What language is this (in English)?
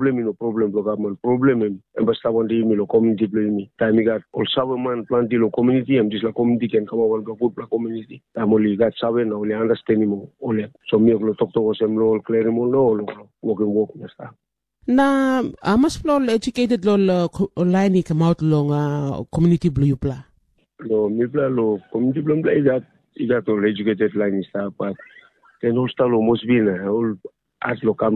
Tok Pisin